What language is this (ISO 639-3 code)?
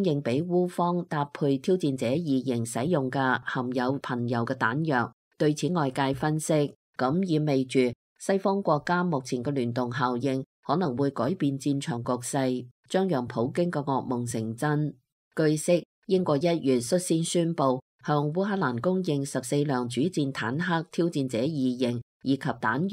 yue